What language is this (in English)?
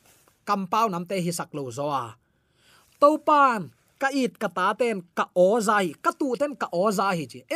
Tedim Chin